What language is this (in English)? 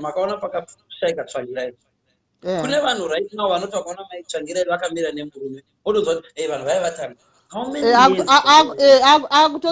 Shona